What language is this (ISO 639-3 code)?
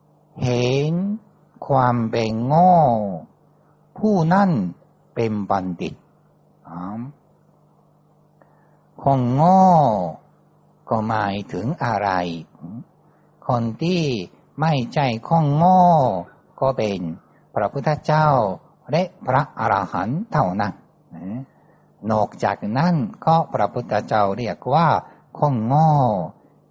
tha